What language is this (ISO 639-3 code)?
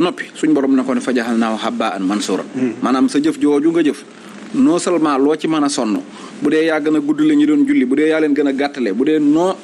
wol